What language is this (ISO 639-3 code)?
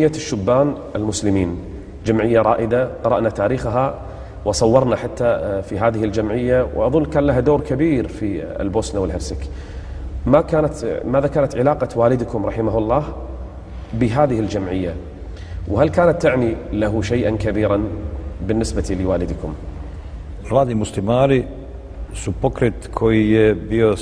bos